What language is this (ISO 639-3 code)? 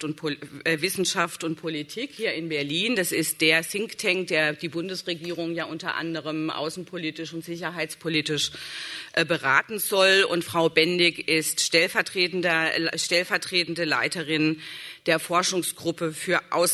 deu